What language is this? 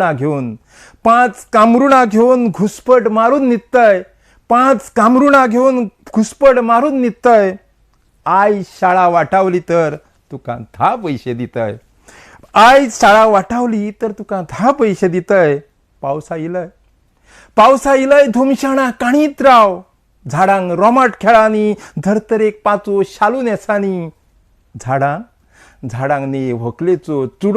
Konkani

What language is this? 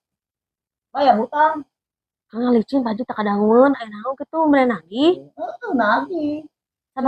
Sundanese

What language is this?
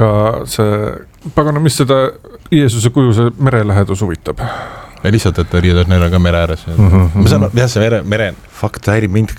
Estonian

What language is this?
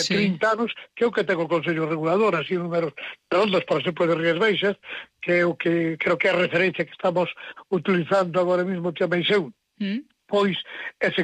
Galician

